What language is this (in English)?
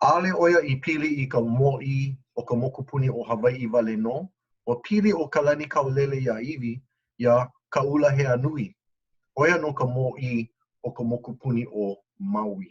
Hawaiian